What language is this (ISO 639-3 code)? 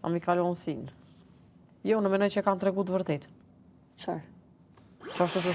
sqi